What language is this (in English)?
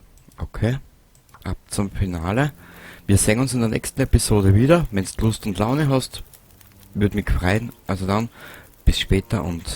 Bavarian